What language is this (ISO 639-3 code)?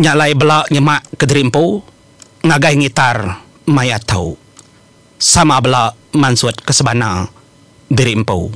iba